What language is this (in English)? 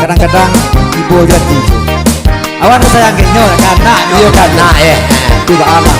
Minangkabau